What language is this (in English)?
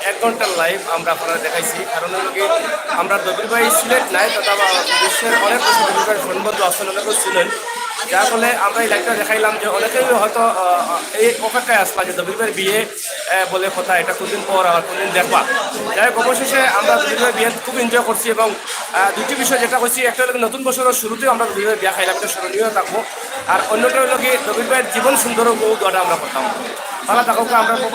Sylheti